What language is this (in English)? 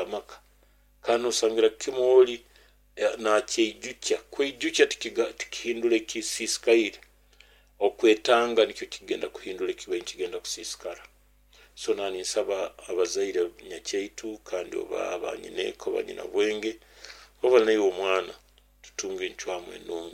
Nyoro